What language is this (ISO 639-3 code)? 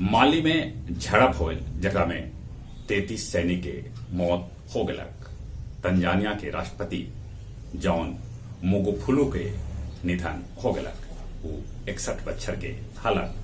mag